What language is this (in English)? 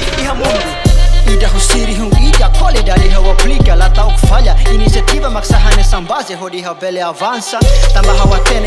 Tetum